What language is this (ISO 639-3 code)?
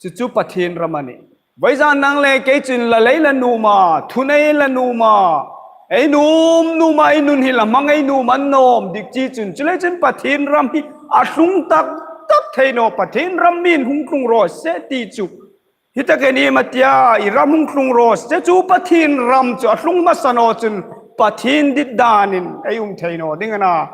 hmr